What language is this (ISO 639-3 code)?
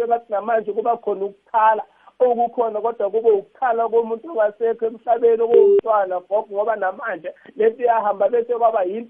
nbl